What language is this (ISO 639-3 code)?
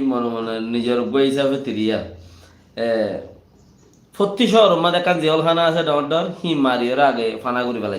rhg